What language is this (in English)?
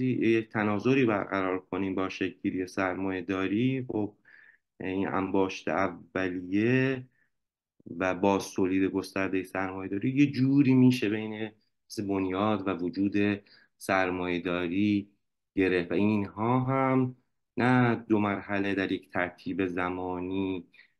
Persian